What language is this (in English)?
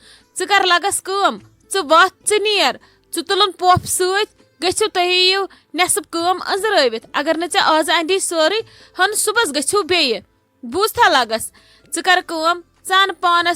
Kashmiri